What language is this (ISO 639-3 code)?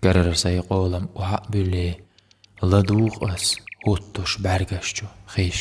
che